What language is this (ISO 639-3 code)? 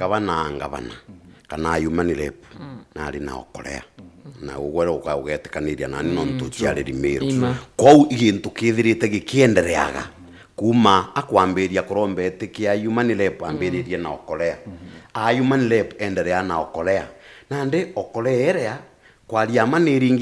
mer